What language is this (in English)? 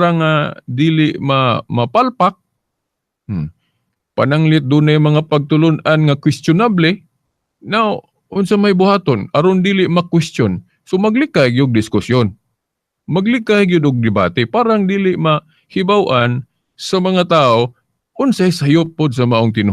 Cebuano